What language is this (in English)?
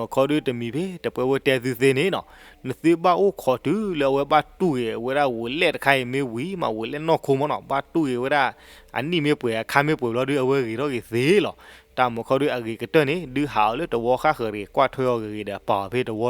S'gaw Karen